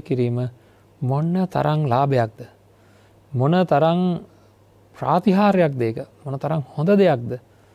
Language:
Sinhala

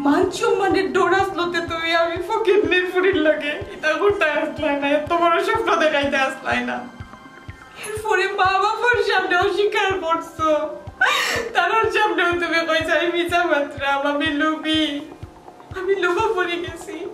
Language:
Sylheti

